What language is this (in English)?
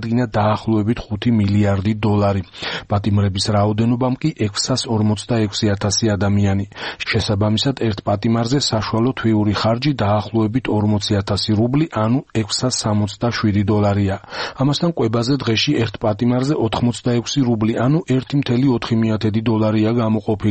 Georgian